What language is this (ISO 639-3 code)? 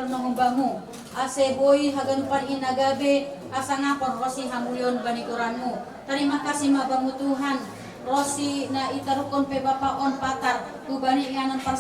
bts